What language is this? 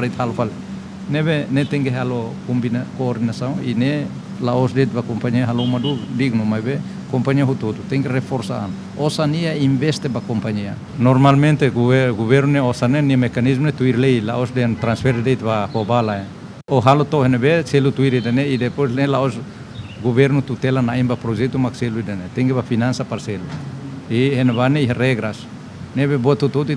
Tetum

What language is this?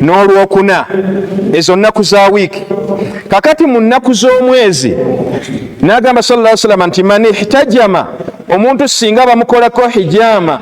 Ganda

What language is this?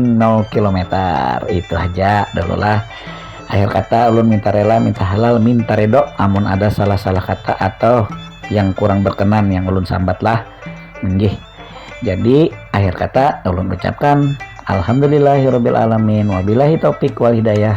Banjar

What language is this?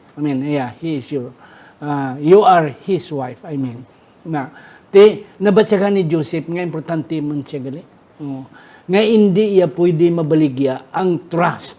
Hiligaynon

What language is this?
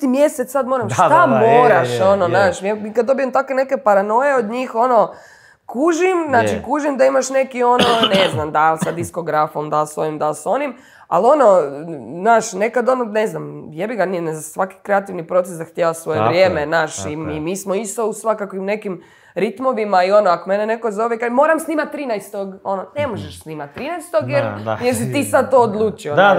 Croatian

